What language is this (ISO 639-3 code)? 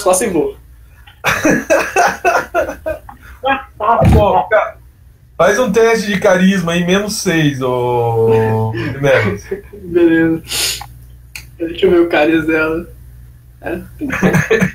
por